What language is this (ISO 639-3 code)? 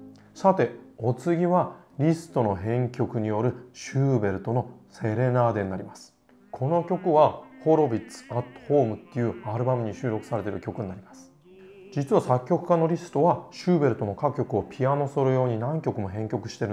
jpn